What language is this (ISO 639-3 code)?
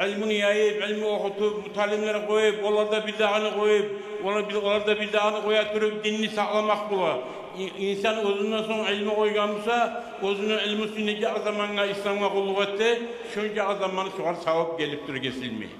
kum